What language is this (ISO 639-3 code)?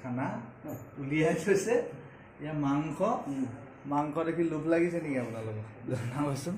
asm